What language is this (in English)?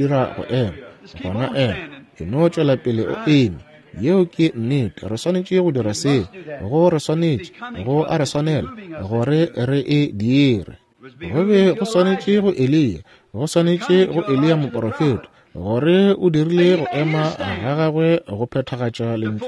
Northern Sotho